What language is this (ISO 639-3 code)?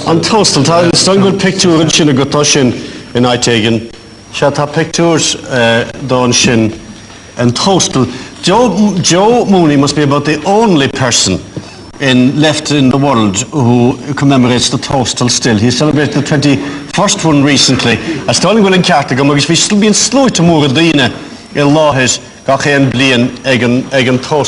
gle